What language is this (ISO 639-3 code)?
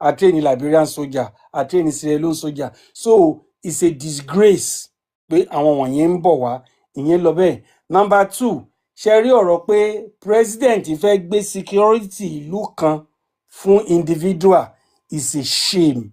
yor